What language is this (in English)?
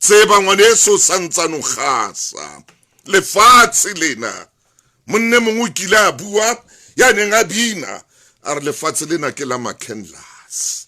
Southern Sotho